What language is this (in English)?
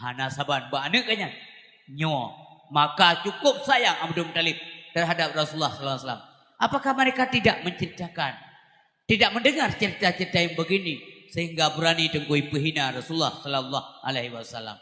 Achinese